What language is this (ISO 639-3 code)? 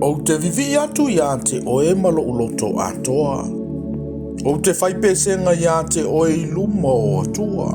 smo